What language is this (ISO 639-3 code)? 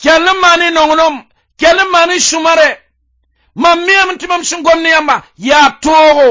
mos